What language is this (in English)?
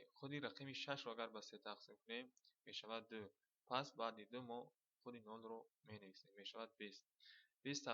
Tajik